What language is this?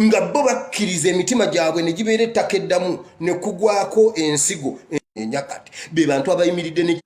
Ganda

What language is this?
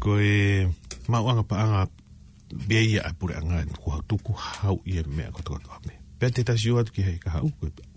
Tongan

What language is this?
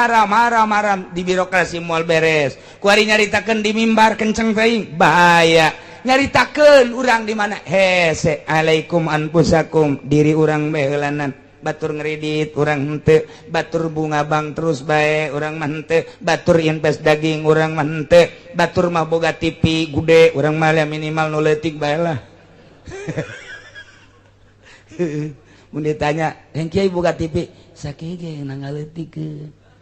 Sundanese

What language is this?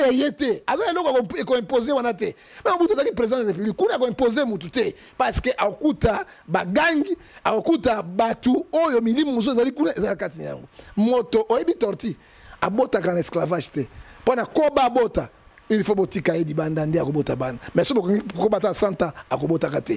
Lingala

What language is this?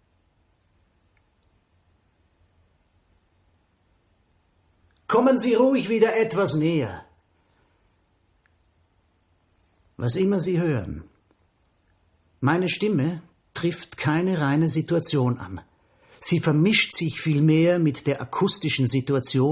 German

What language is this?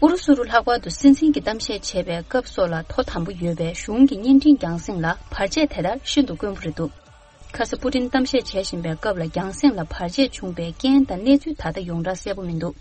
Tibetan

